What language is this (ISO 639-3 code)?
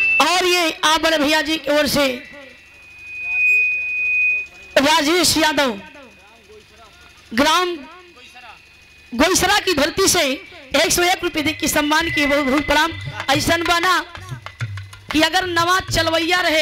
bho